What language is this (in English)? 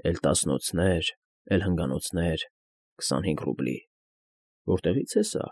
Armenian